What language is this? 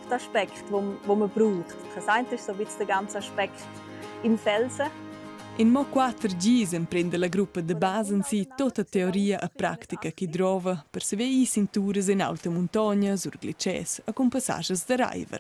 Romansh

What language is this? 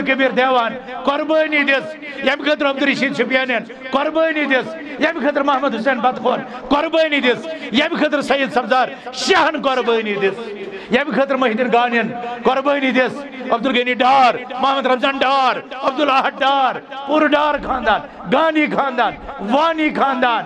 Kashmiri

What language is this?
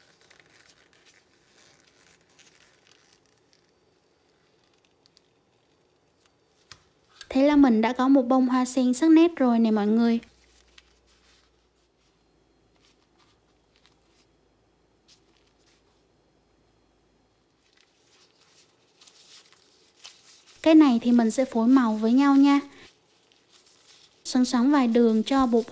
Vietnamese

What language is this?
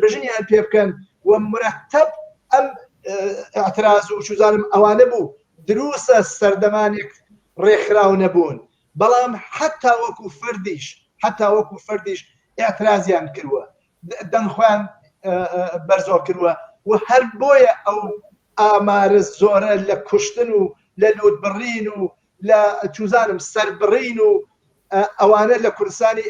Central Kurdish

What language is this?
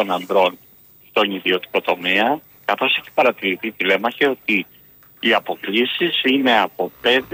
Greek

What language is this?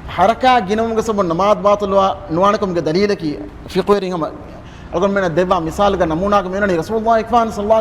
Divehi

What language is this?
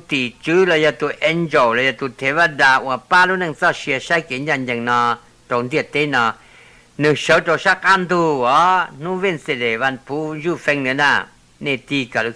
Hmong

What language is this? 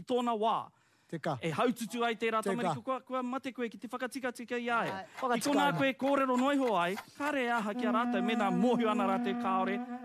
Māori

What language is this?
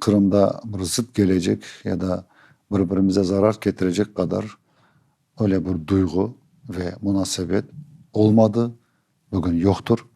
Crimean Tatar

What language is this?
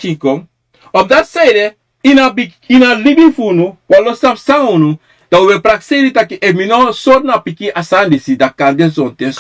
Sranan Tongo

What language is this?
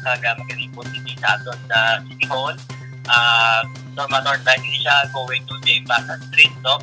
Hiligaynon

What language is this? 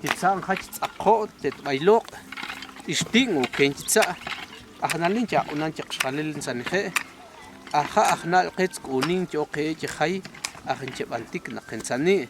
Tektiteko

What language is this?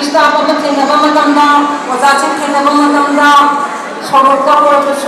Manipuri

